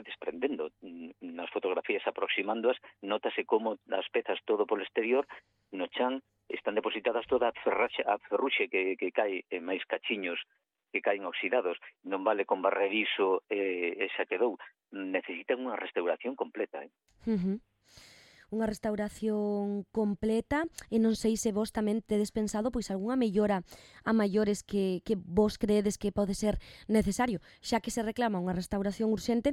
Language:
Galician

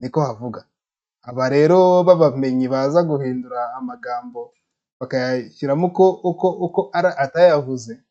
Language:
Kinyarwanda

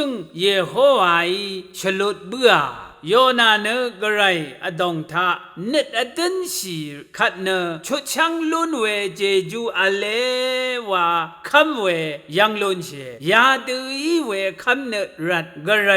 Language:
Rawang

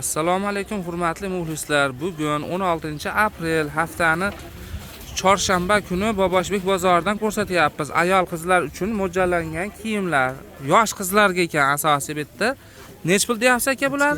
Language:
Uzbek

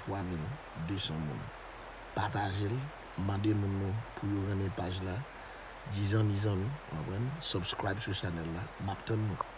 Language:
Haitian Creole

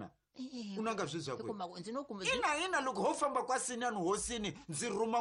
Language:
Tsonga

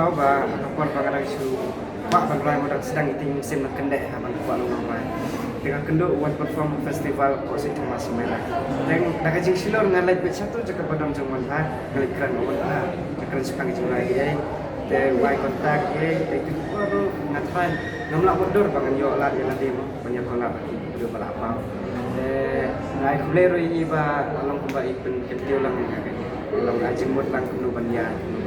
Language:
Khasi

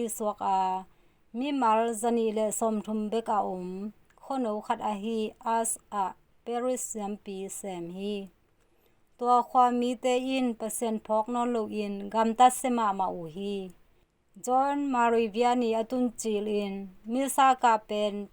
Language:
Tedim Chin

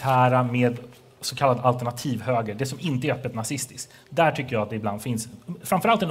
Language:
Swedish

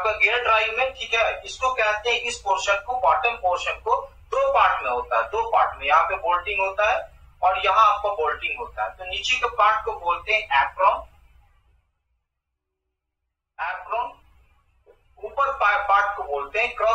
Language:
Hindi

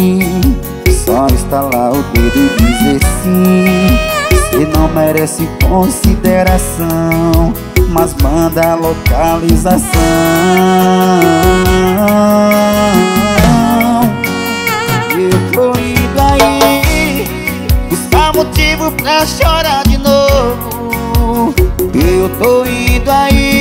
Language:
Portuguese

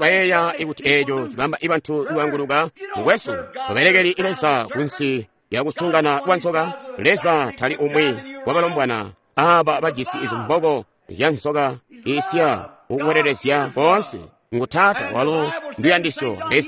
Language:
Tonga (Zambia)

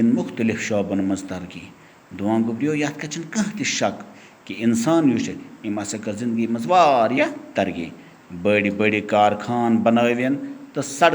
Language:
Kashmiri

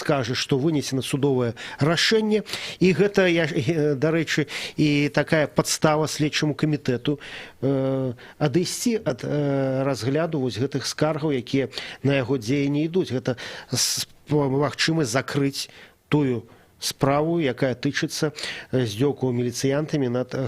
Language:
Belarusian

